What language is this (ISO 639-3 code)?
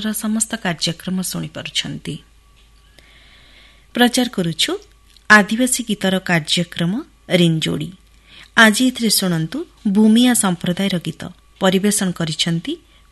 ori